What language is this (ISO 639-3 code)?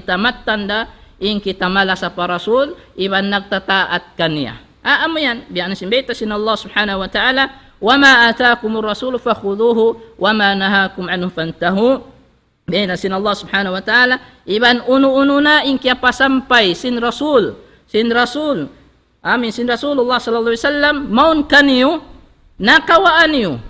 tsg